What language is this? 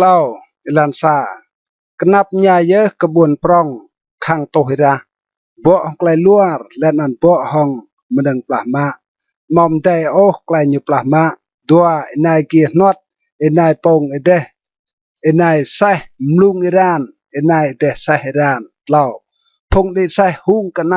Rade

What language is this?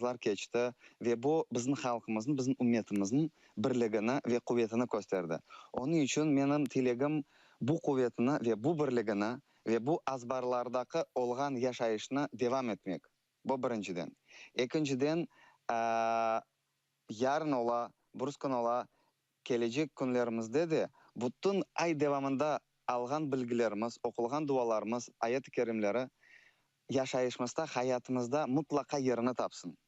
Crimean Tatar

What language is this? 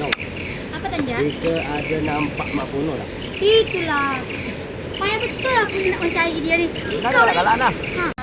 Minangkabau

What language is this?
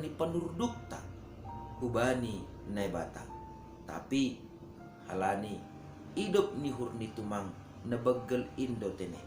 Batak Simalungun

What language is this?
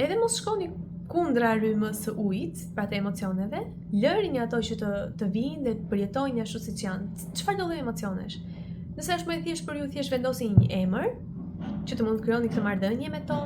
Albanian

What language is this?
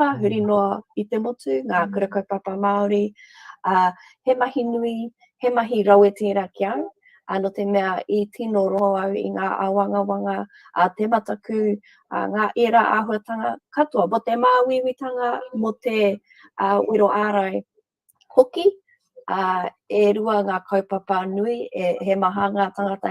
Māori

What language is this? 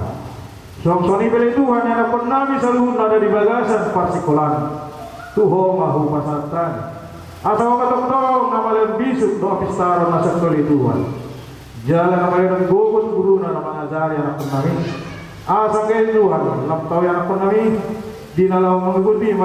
Batak Toba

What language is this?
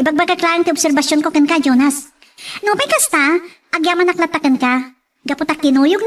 Iloko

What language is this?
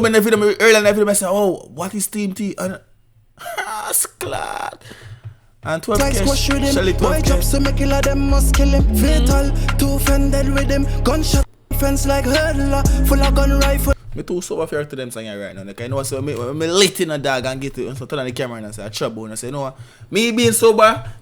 Jamaican Creole English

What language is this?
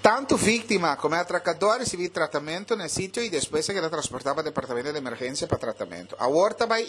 Papiamento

